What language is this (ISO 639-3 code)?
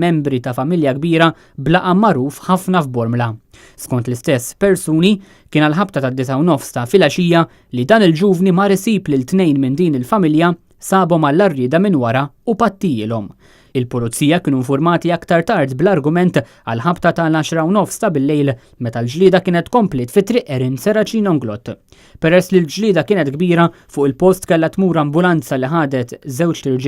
mlt